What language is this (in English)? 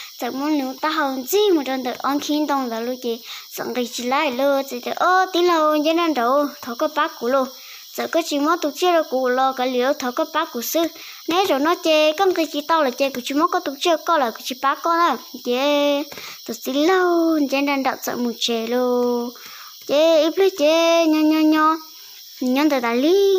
Hmong